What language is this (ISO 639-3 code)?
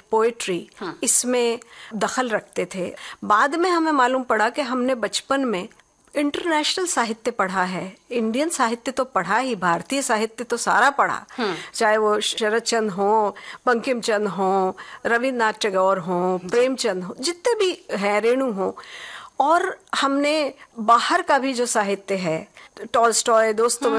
hin